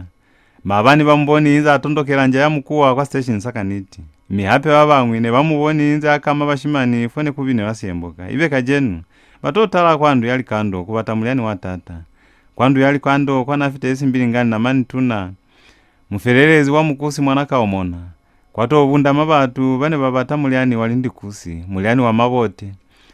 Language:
Lozi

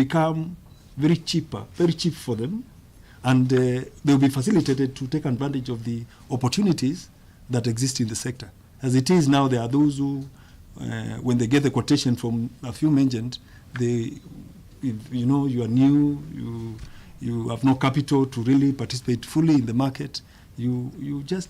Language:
Kamba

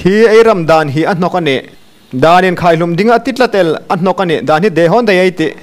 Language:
Hmar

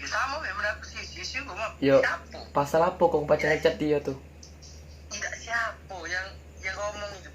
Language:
Musi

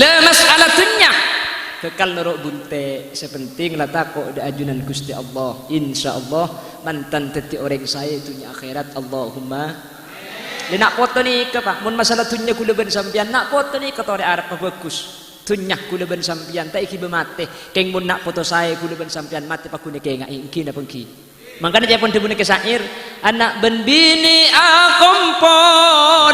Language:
Madurese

